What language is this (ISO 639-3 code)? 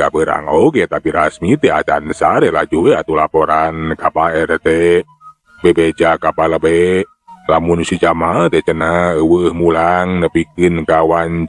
sun